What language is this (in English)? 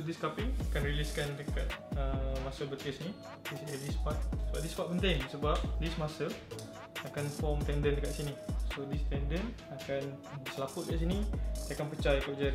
Malay